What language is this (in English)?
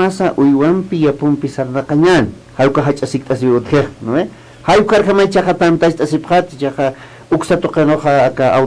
Aymara